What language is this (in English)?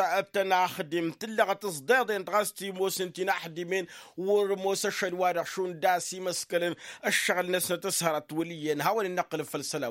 Tamasheq